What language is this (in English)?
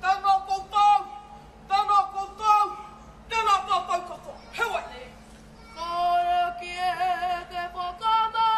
Māori